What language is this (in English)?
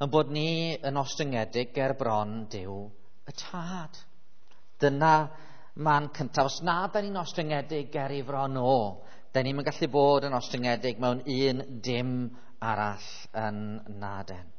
Welsh